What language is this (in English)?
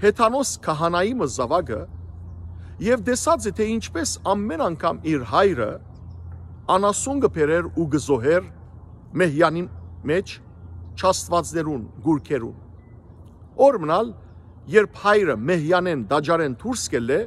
Western Armenian